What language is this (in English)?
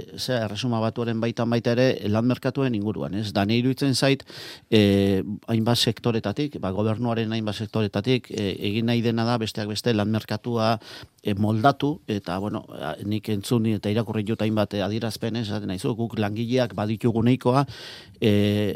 Basque